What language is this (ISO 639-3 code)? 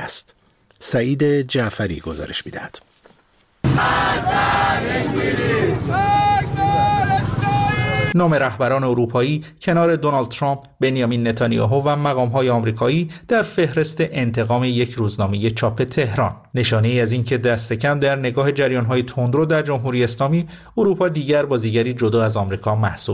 fas